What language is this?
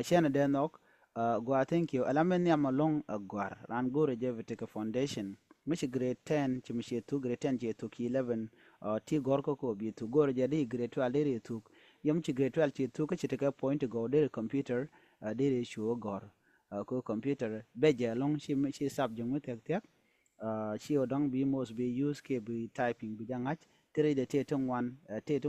Nuer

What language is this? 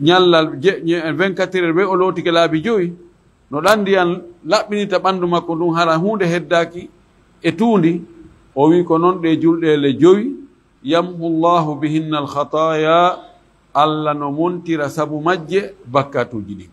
Fula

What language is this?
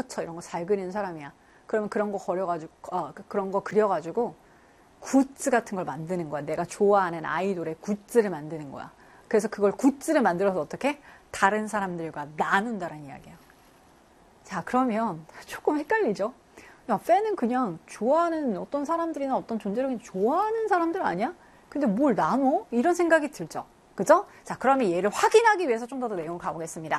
Korean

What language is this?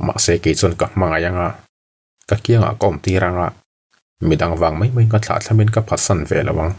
Mizo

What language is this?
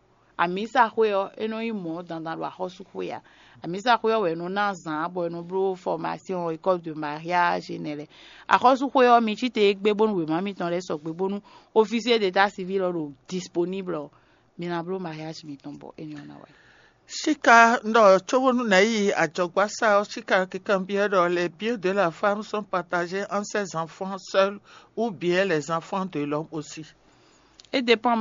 Fon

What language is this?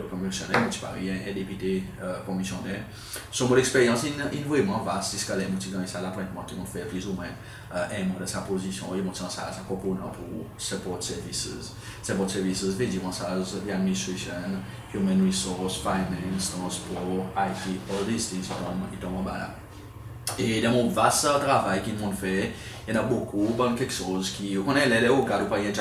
Seselwa Creole French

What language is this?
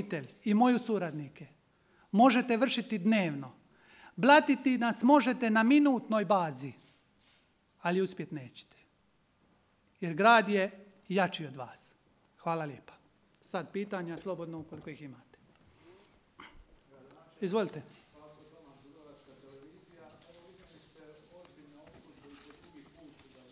Croatian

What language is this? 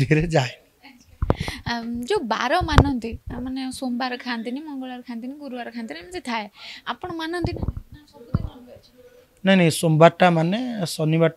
Odia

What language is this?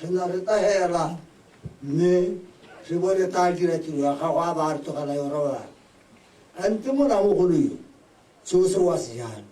Tswana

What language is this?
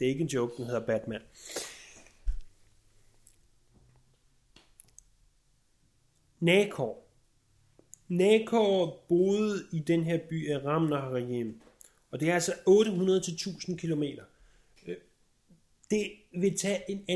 Danish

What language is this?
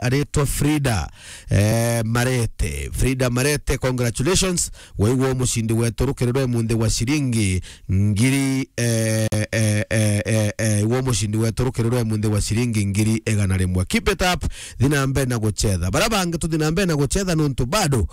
Meru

